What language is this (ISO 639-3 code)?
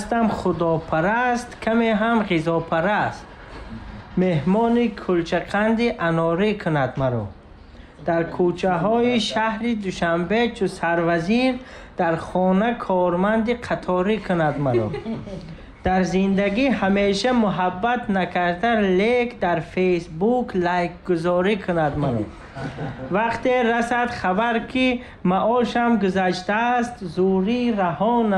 tgk